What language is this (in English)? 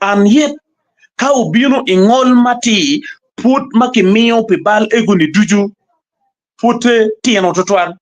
Acoli